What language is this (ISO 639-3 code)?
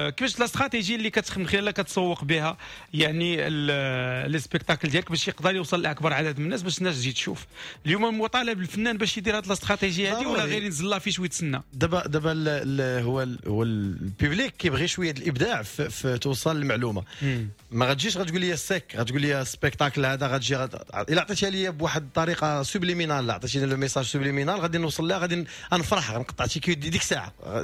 ary